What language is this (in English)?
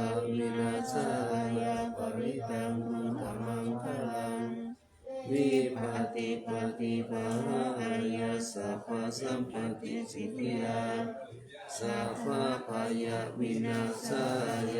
Pali